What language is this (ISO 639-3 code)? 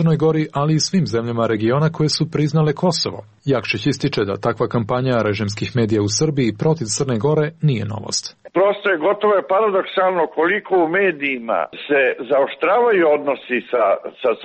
srp